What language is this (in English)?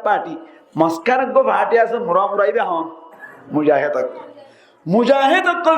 Rohingya